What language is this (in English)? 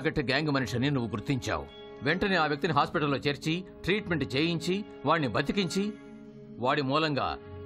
Telugu